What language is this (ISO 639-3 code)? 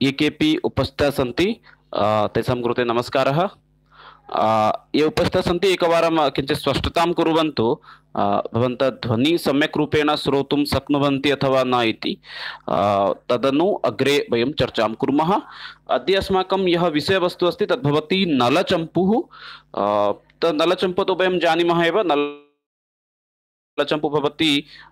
san